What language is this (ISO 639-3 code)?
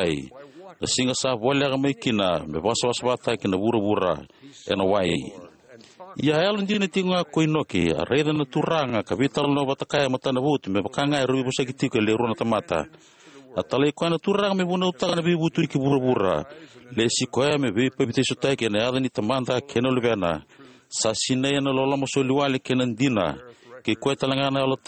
fij